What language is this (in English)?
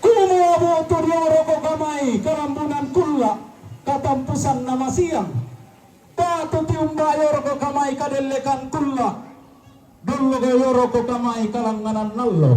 Toraja-Sa'dan